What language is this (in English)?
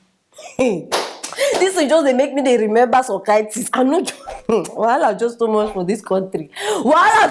Nigerian Pidgin